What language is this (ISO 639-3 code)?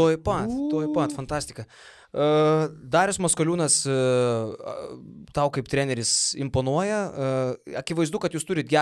lit